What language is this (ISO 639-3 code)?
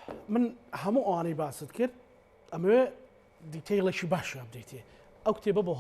ckb